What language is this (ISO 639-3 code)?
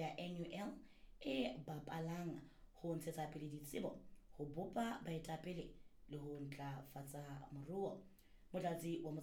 sot